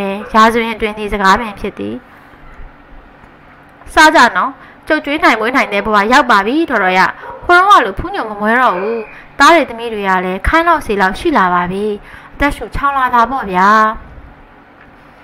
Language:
Burmese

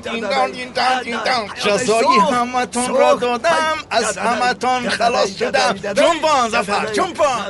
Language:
Tajik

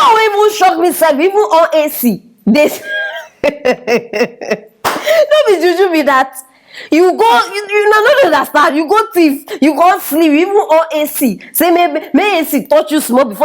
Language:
Nigerian Pidgin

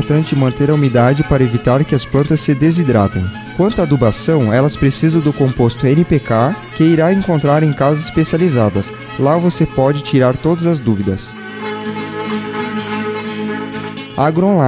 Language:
Portuguese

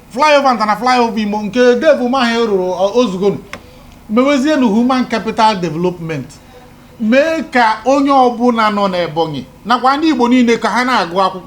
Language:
Igbo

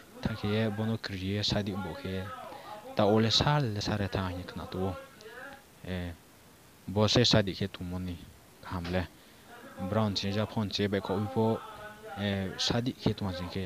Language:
Riang (India)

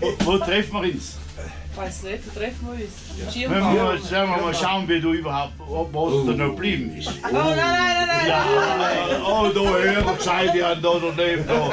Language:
Bavarian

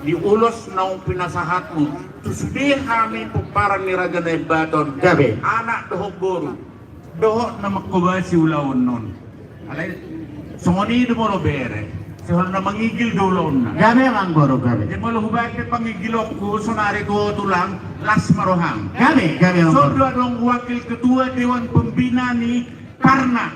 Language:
Batak Toba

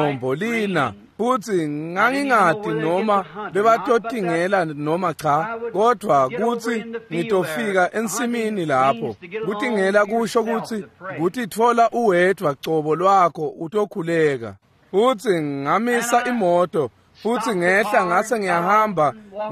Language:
Swati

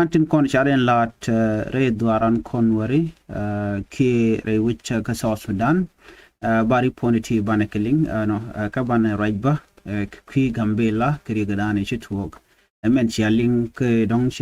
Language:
Nuer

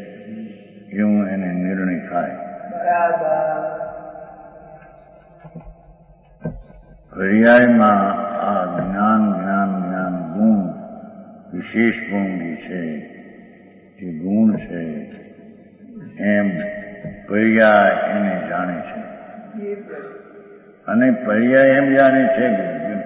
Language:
Gujarati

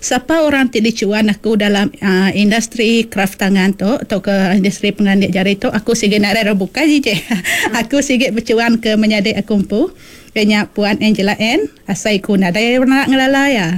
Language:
Iban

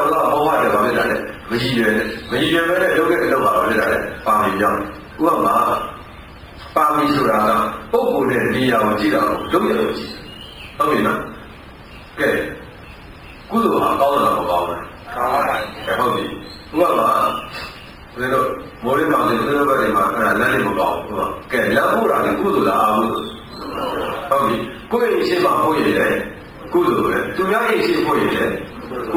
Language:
Burmese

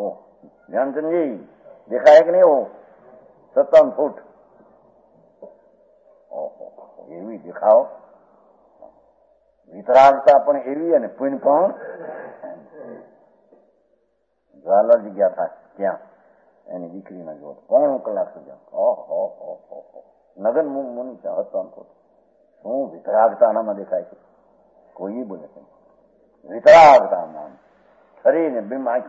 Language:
Gujarati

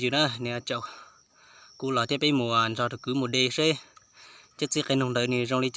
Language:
Hmong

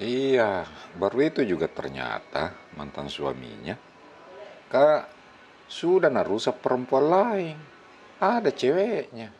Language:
Makassar Malay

